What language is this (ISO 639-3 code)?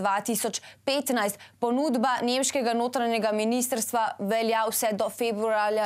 slv